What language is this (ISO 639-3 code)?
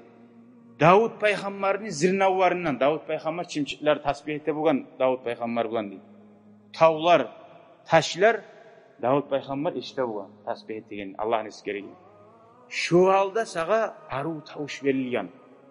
kum